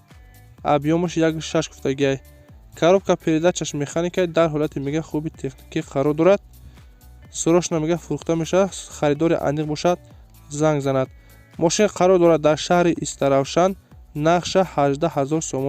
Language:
Tajik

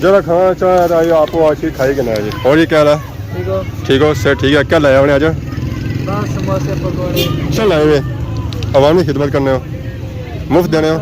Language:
Pahari-Potwari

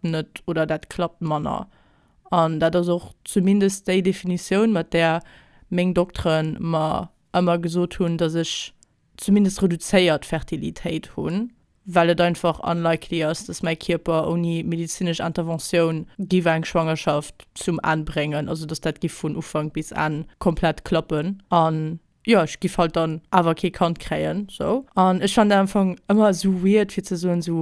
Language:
Luxembourgish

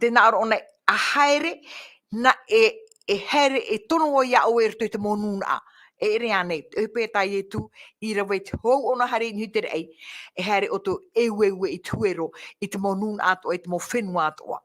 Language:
Tahitian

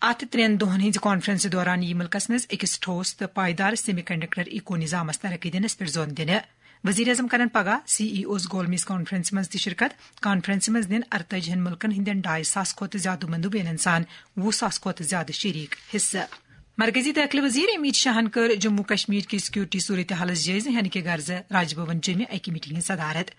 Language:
Kashmiri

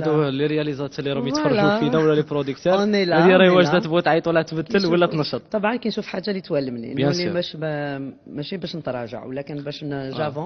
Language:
Algerian Arabic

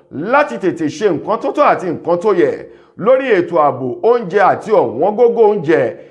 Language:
Yoruba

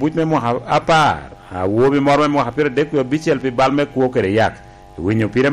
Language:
Lango (Uganda)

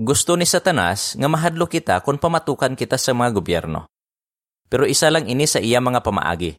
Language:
Hiligaynon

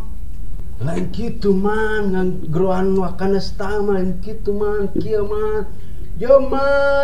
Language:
Sundanese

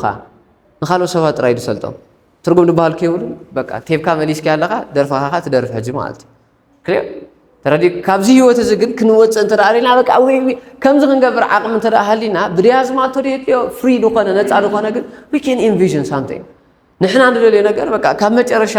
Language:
Tigrinya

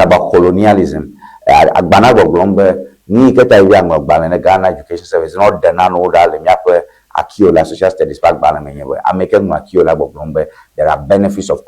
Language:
Ewe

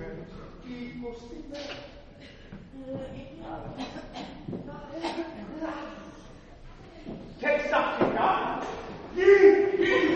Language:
Greek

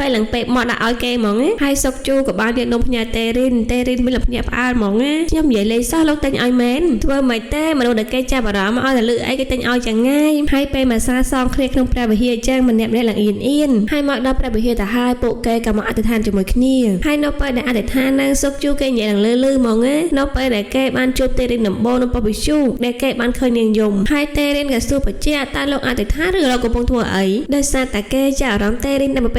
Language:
Khmer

